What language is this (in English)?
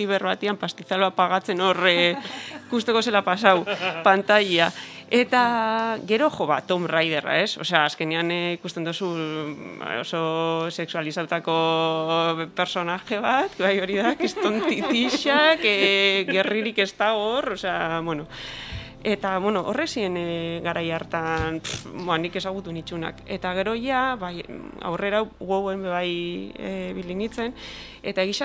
Basque